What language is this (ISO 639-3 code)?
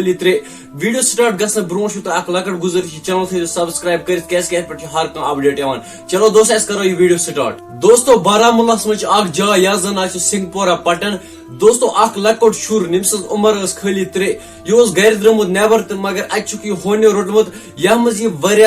kas